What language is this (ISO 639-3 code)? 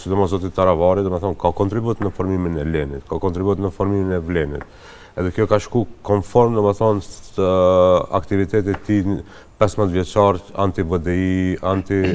sqi